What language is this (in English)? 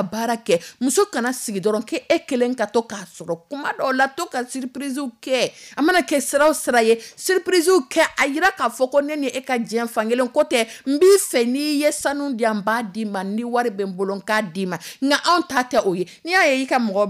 Dyula